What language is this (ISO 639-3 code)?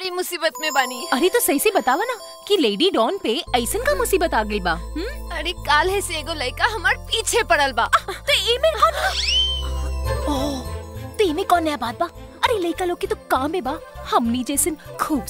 bho